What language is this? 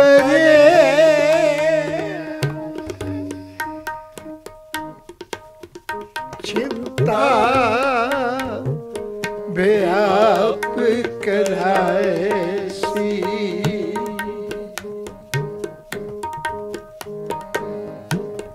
Punjabi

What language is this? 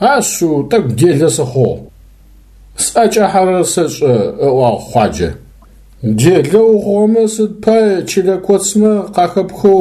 Adyghe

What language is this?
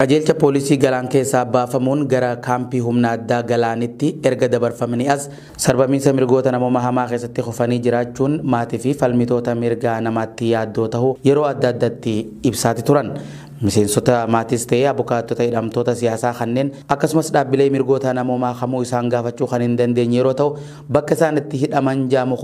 Oromo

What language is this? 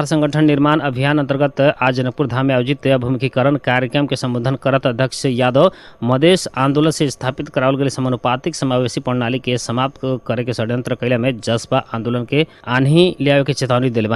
Bhojpuri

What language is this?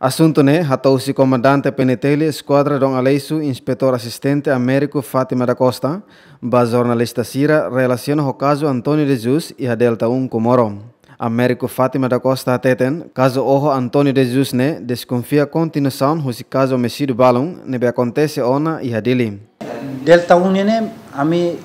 Tetum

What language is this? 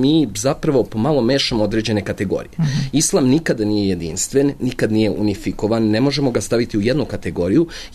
Serbian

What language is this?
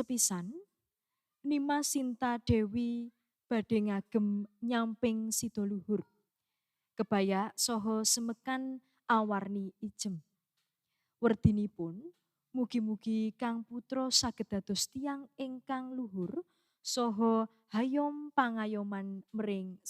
Javanese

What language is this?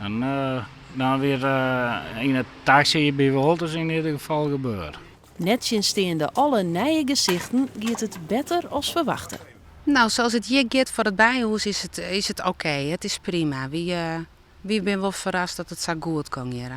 Western Frisian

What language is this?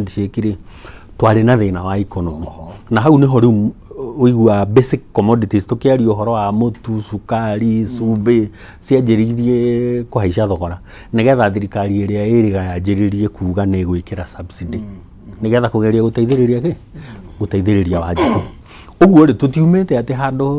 Kikuyu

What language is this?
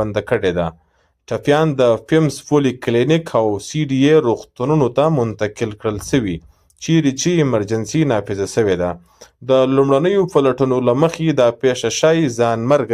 Pashto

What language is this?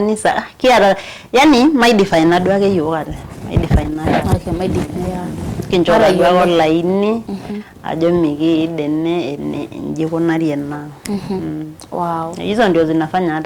Masai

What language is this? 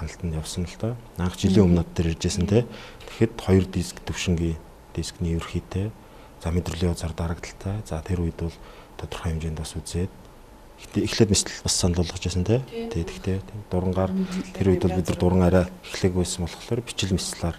Mongolian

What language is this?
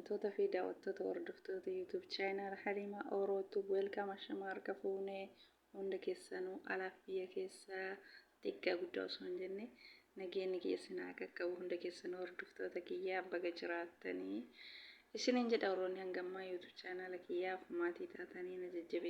Oromo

